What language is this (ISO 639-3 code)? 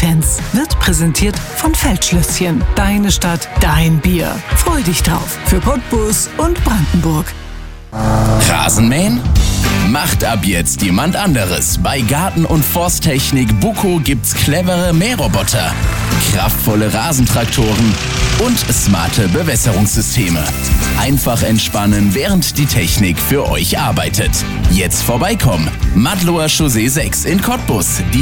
deu